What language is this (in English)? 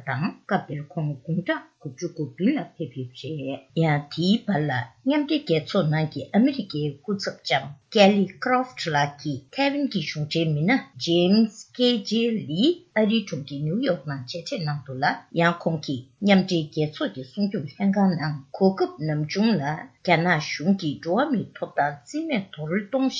Tibetan